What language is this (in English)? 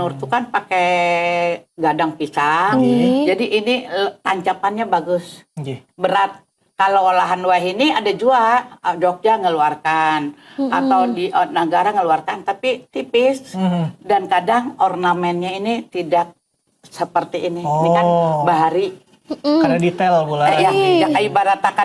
Banjar